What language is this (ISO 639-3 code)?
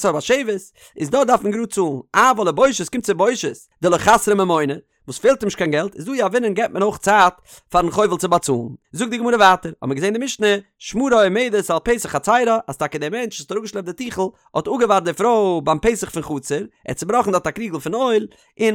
yid